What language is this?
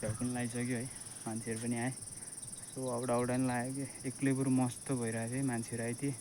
Nepali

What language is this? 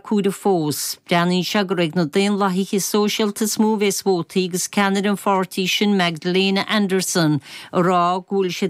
Irish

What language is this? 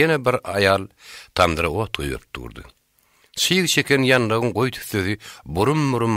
Turkmen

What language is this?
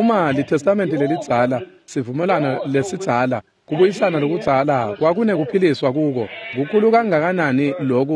Swati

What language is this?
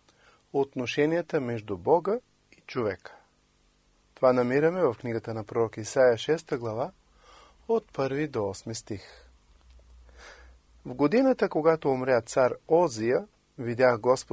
Bulgarian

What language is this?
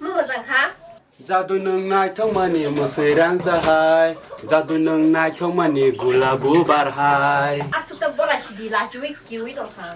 Kok Borok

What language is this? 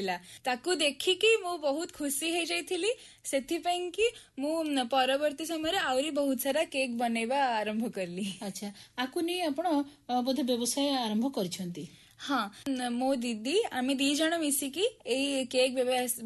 Odia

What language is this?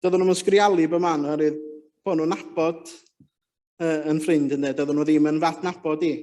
Welsh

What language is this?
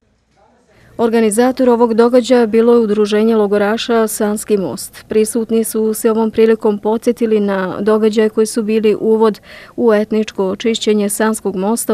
Bosnian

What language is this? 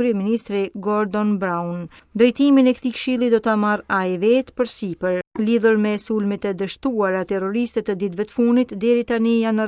Albanian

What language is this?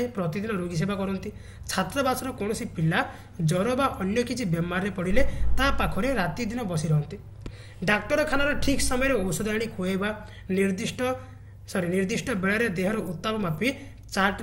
Odia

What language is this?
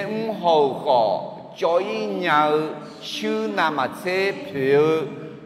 Akha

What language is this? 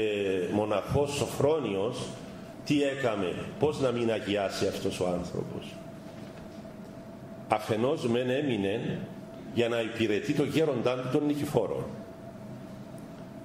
Greek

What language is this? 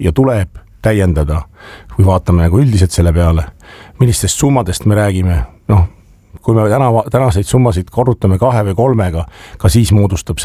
Estonian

